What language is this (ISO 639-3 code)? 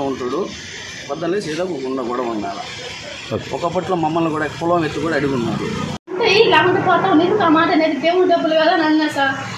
tel